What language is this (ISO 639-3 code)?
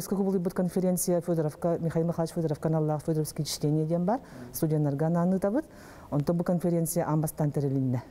sah